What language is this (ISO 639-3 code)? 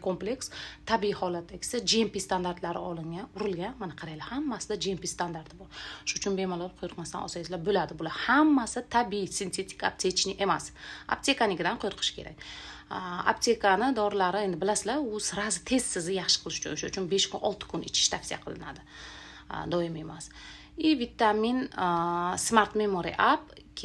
uzb